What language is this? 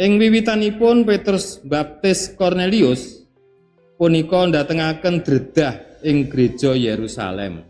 Javanese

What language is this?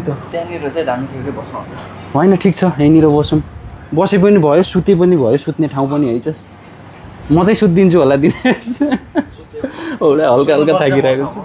Nepali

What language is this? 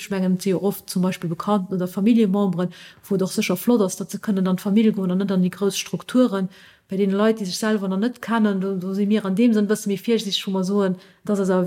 Luxembourgish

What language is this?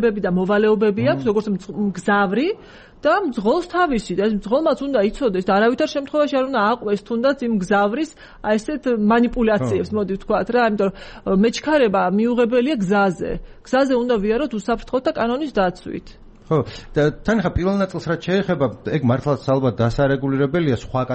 Georgian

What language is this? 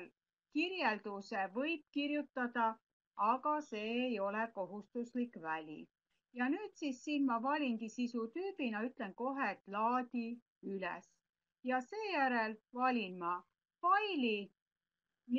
Estonian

